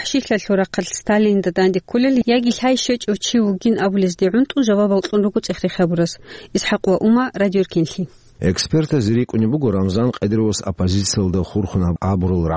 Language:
Avaric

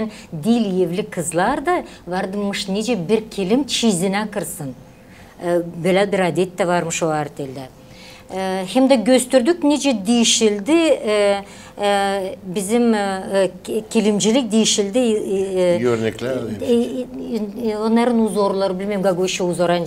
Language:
Gagauz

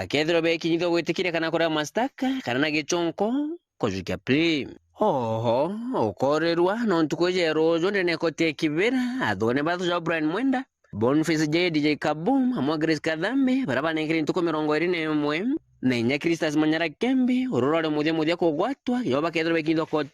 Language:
Meru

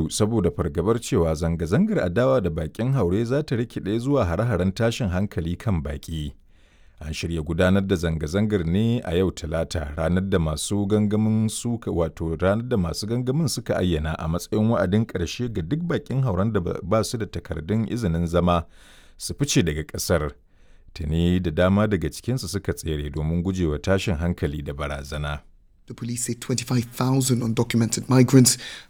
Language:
Hausa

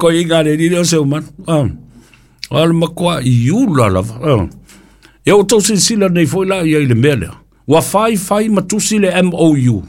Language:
Samoan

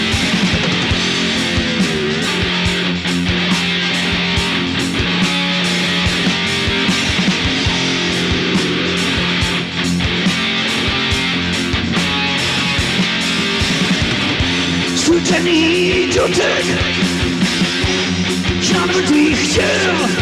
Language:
Czech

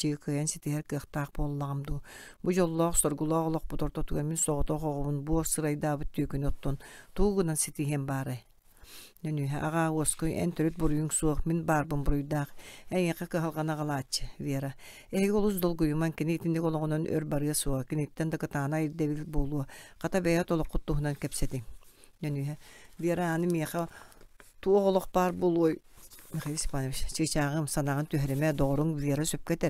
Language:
Yakut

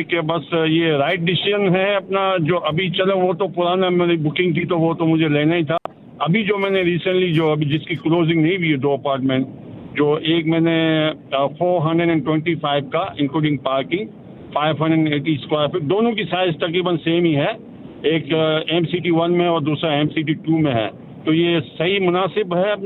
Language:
Hindi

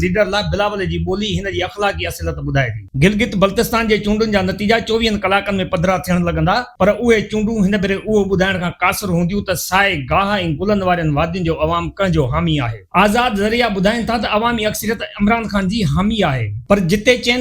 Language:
Sindhi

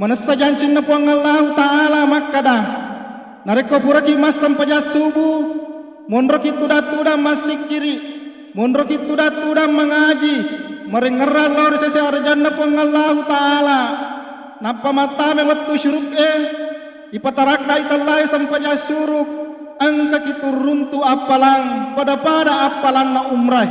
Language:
Buginese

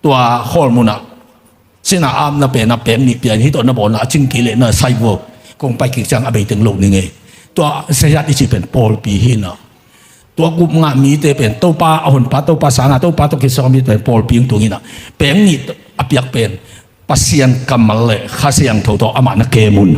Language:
Tedim Chin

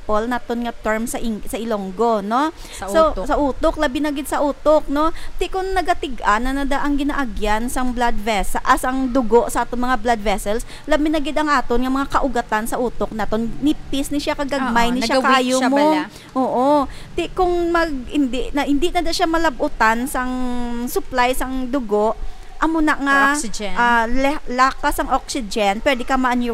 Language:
Hiligaynon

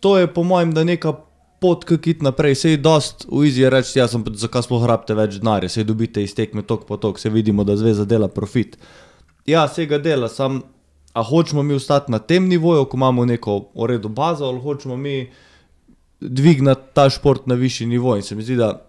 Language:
Slovenian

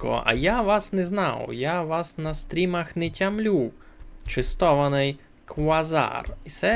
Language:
Rusyn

